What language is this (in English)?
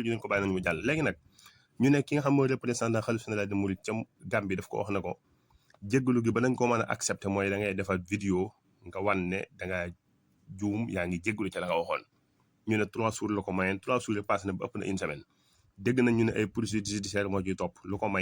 Wolof